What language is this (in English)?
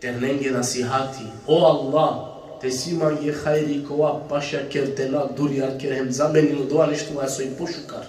Balkan Romani